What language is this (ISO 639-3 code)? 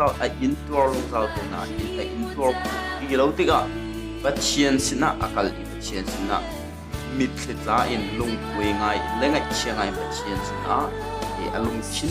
cnh